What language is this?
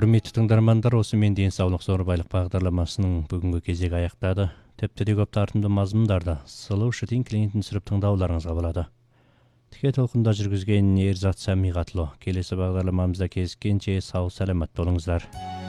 Kazakh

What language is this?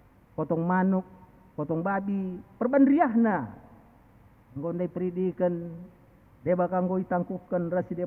Batak Karo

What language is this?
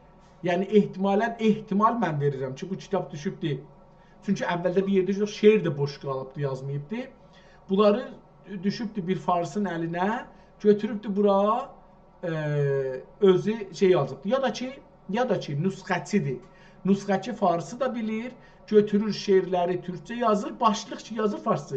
South Azerbaijani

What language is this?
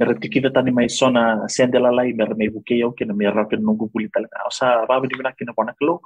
Fijian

